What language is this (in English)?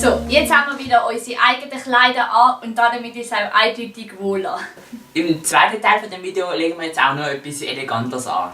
Swiss German